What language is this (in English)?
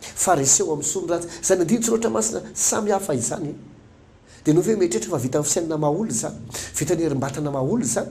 Malagasy